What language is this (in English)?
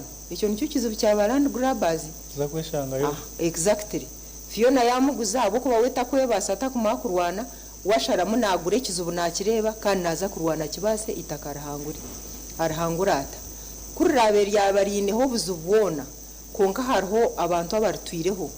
Nyankole